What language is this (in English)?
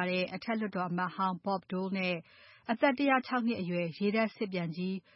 Burmese